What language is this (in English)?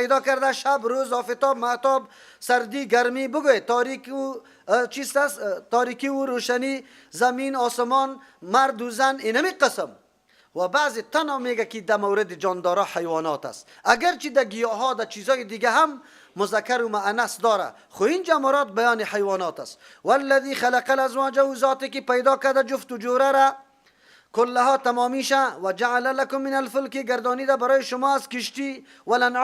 Persian